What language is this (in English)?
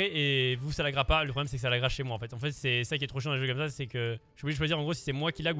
French